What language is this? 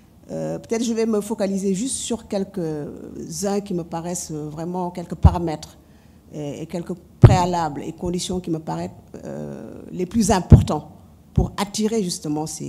French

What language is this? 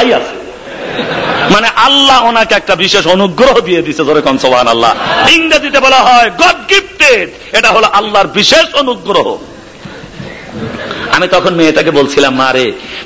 Bangla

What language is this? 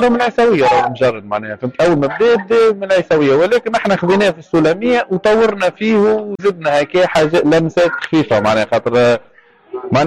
Tunisian Arabic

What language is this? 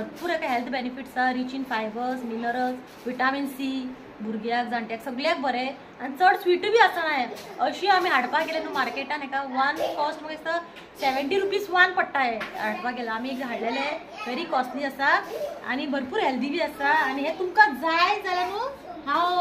Konkani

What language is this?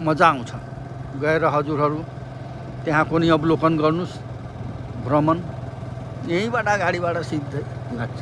Nepali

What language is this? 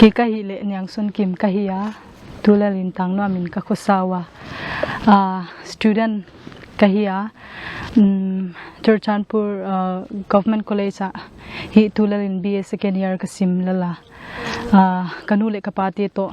Paite Chin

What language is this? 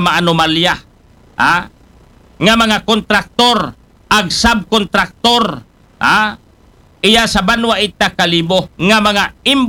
Aklanon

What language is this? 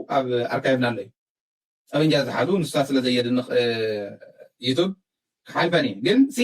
Tigrinya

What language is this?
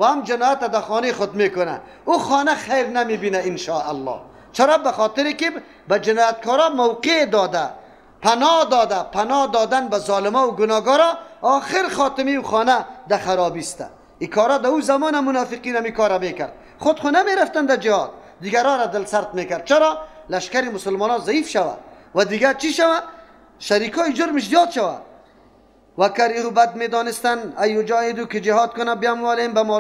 Persian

